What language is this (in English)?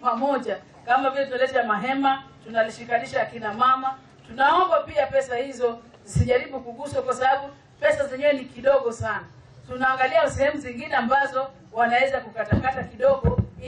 Swahili